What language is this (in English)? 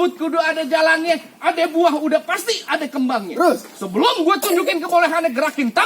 Betawi